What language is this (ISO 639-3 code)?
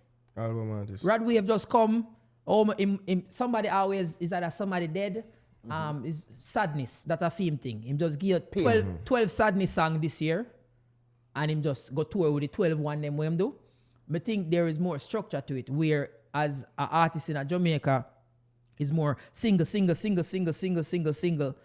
jam